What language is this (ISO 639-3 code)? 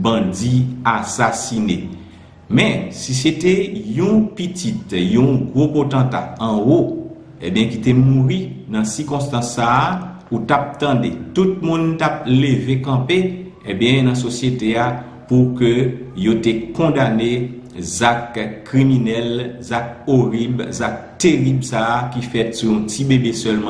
hat